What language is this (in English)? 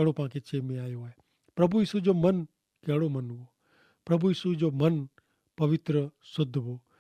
Kachhi